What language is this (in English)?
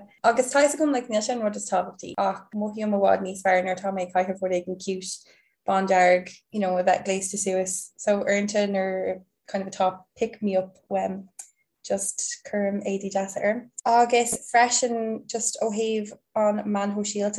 Irish